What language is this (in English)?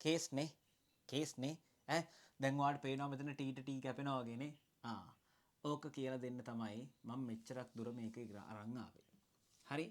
Sinhala